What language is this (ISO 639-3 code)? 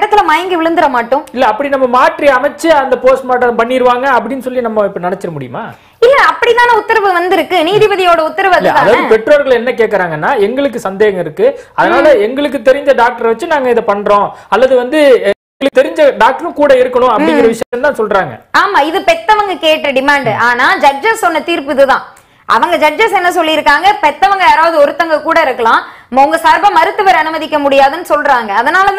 tam